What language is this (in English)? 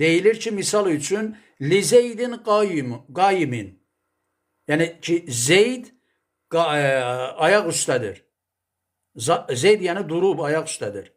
Azerbaijani